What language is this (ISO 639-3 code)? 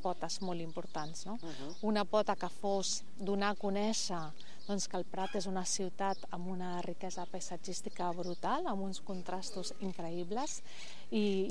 cat